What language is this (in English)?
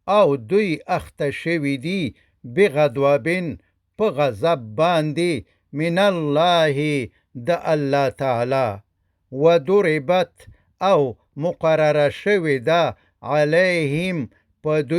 Pashto